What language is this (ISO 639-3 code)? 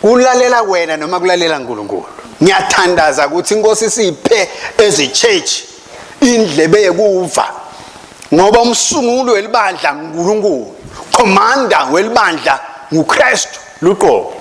ssw